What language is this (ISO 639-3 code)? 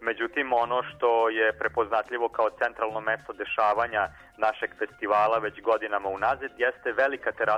srp